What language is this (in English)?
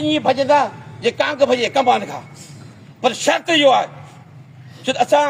Sindhi